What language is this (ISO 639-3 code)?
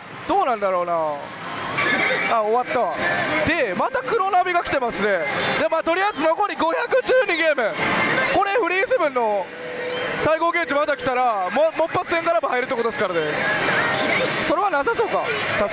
jpn